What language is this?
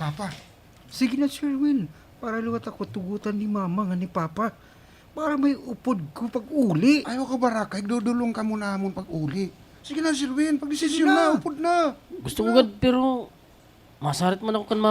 Waray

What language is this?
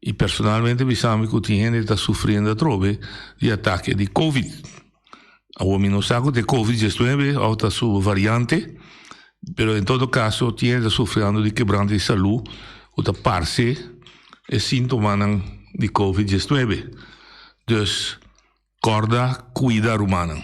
Papiamento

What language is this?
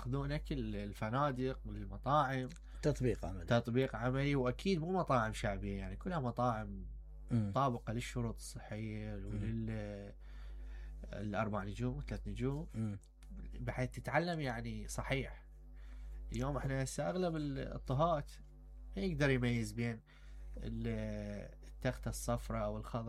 Mesopotamian Arabic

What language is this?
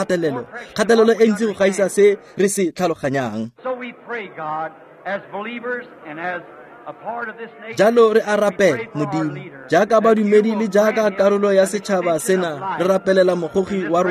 Tswana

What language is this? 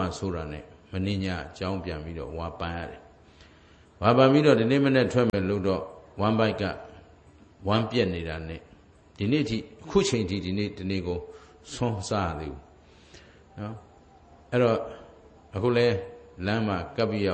Burmese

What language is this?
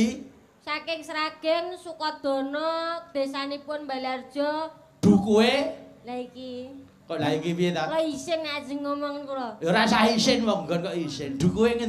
Javanese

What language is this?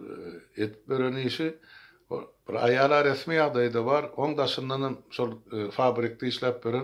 Turkmen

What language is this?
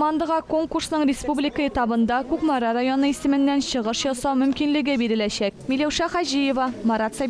Tatar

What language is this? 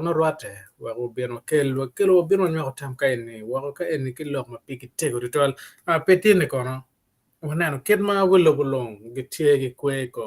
Acoli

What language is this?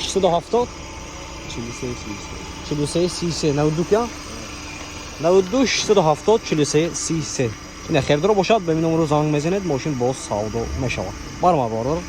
Tajik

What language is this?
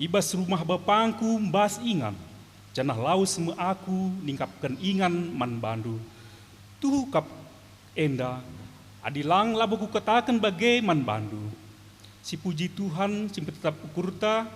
Batak Karo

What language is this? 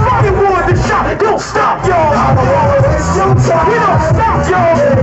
English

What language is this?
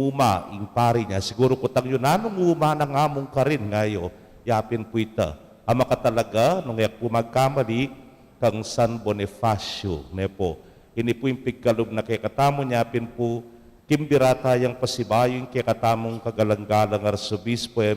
Pampanga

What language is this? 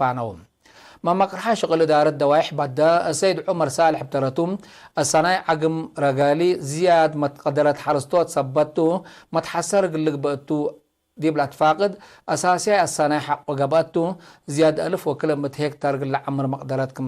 Tigre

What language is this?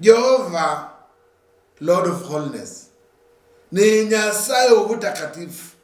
Luyia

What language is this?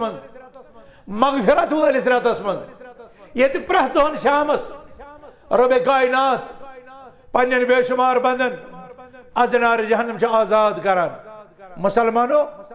Kashmiri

